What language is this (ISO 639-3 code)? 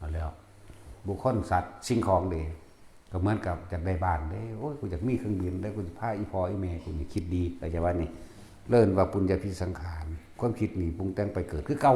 tts